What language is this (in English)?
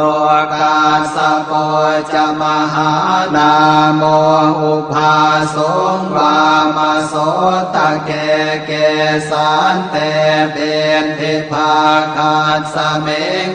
Pali